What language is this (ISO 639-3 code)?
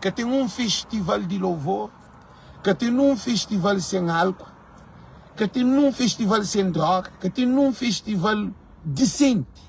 kea